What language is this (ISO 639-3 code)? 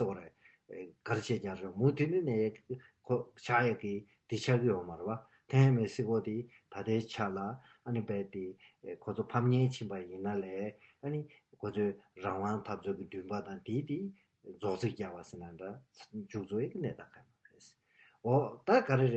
bod